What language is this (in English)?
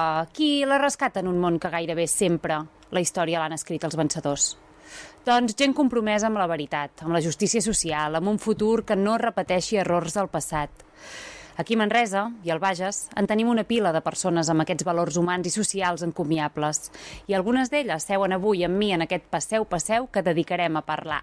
Catalan